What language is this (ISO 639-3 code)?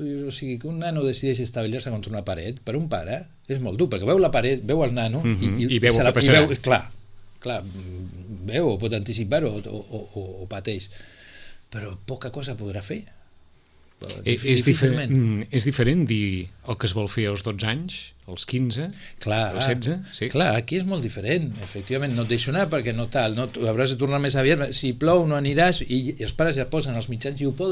cat